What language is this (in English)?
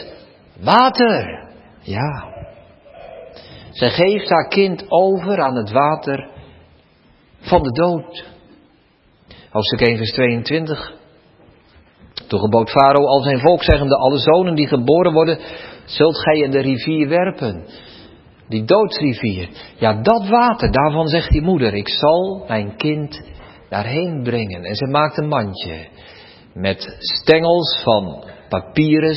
Dutch